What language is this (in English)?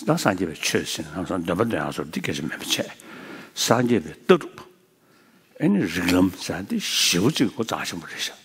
Tibetan